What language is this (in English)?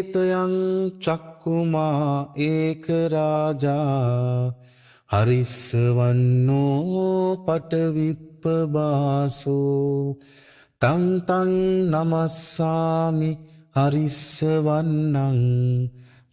Pali